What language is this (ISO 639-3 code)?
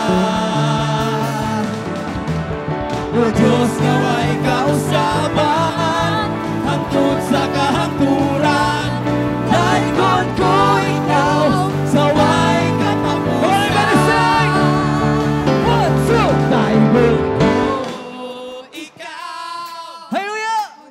ceb